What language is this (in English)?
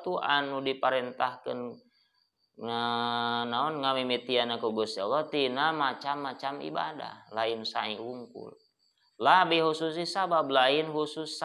Sundanese